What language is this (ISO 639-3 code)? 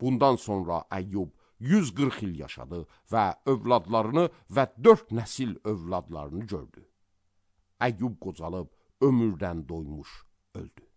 aze